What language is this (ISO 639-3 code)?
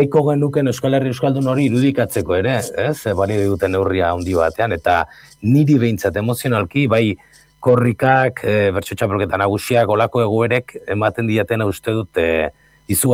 eus